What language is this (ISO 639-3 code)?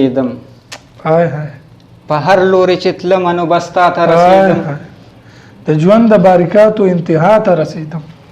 pus